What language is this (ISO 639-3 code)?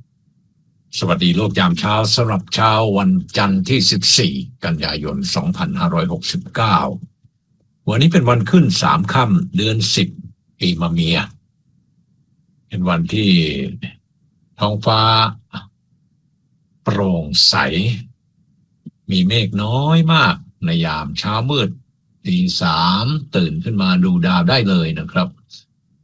tha